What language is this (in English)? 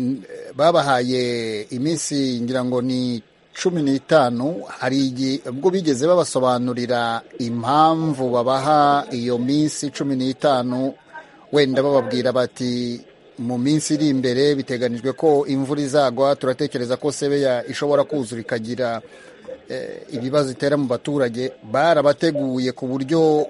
Kinyarwanda